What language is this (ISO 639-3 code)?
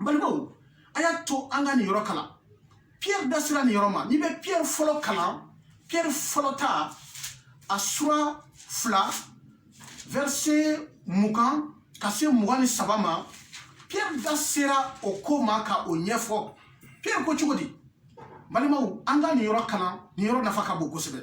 bam